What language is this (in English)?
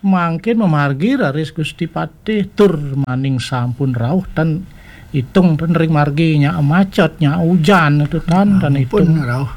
Balinese